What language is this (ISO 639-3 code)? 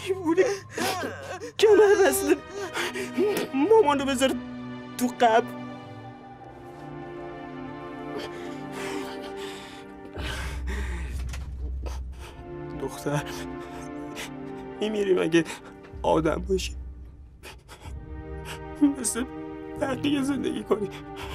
fas